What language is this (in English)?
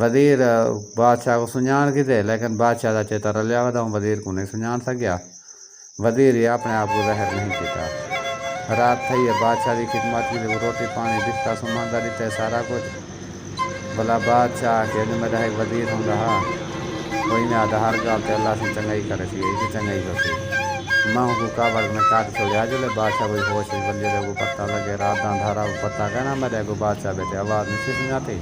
Saraiki